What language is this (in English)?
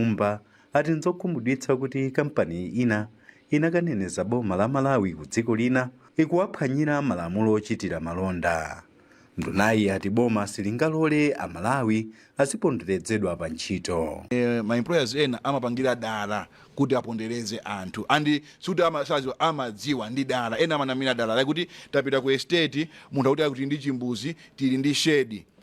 Nyanja